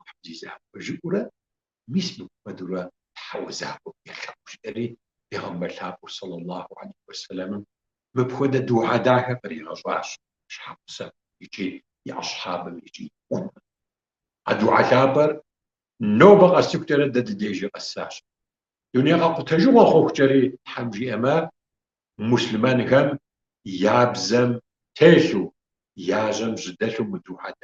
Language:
Kabardian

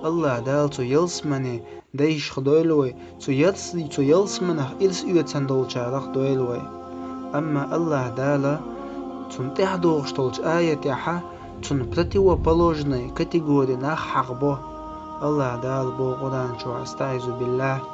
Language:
Chechen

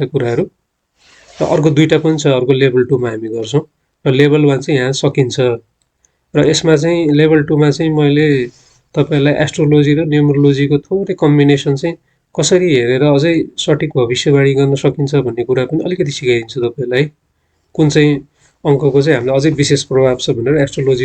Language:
Nepali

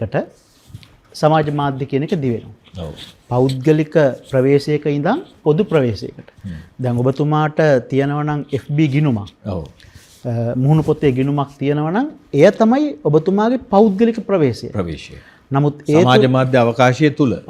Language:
Sinhala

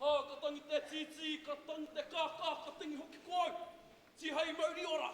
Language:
Māori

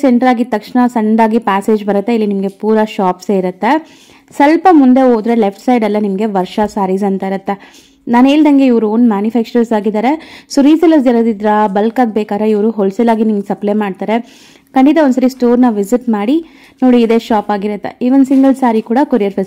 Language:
Kannada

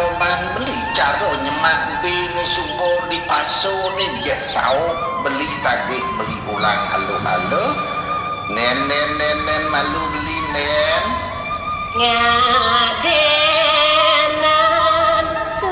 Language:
Balinese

